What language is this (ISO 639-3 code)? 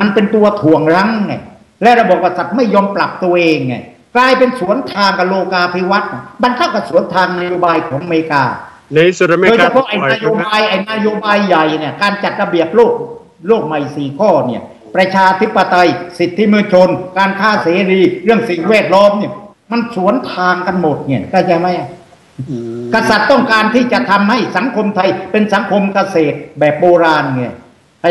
tha